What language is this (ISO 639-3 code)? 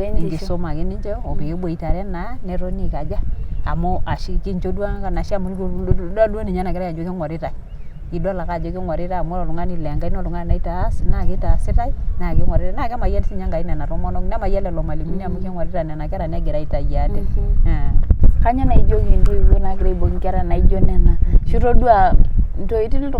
mas